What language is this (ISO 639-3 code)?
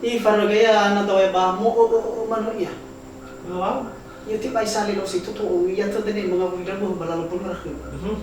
nia